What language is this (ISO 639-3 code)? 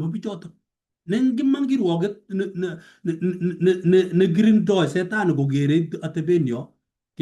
kln